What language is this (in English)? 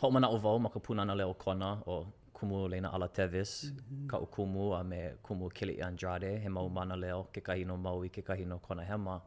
Hawaiian